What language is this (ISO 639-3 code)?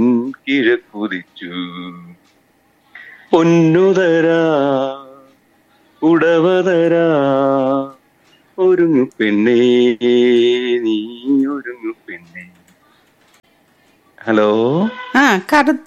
tam